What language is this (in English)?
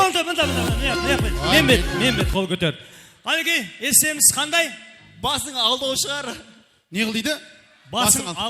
Kara-Kalpak